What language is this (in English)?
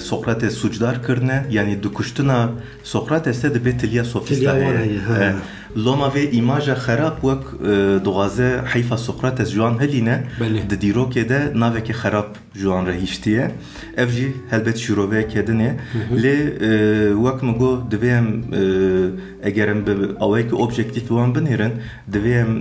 Kurdish